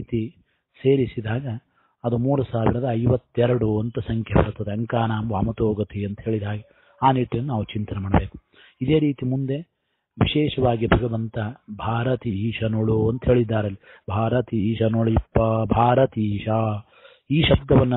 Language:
Kannada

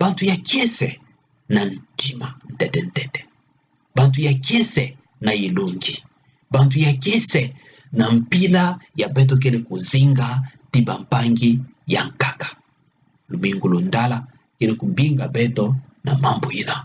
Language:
Kituba (Democratic Republic of Congo)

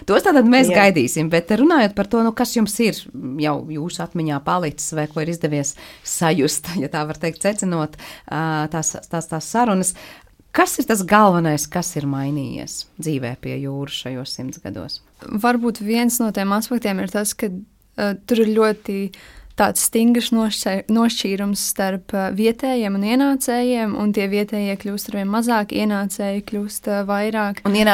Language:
Latvian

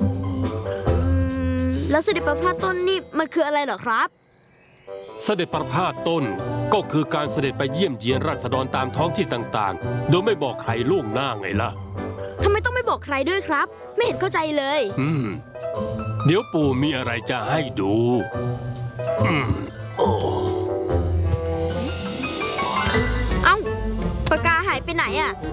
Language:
Thai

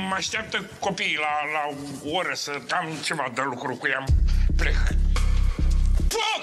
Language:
Romanian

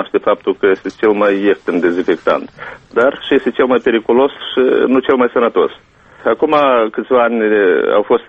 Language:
Romanian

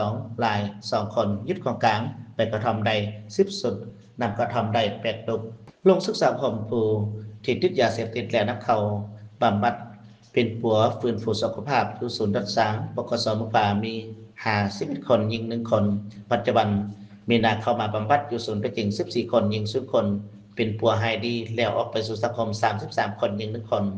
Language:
Lao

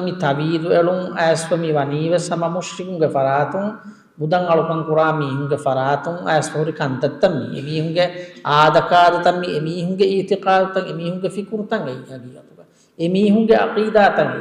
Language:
Divehi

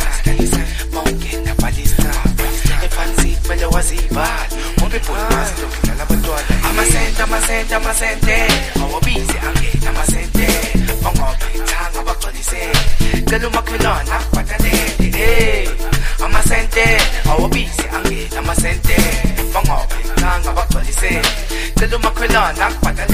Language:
Zulu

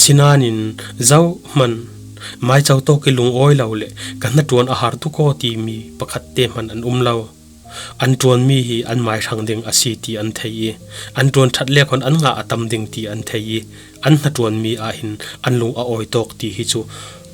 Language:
Falam Chin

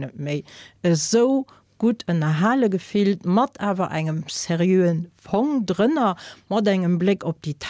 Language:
Luxembourgish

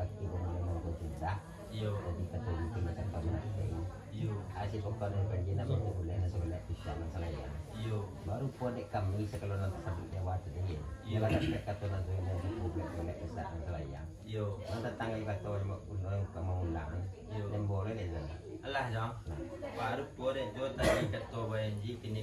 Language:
Minangkabau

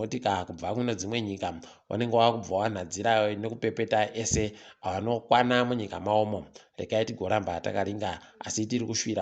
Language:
Ndau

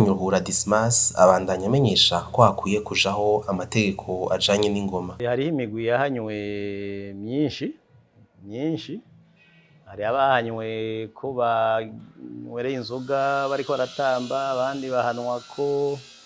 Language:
Rundi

